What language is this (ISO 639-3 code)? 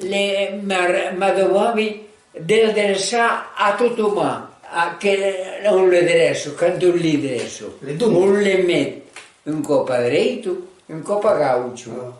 oci